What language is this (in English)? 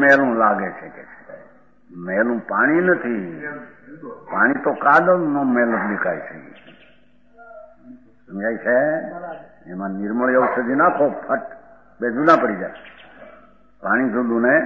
Gujarati